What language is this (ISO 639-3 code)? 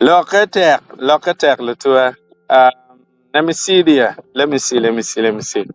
ach